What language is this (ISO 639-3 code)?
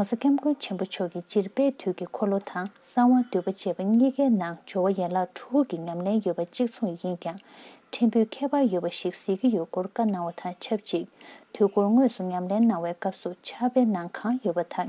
bod